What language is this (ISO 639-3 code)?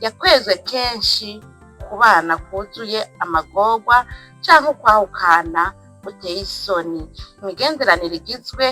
run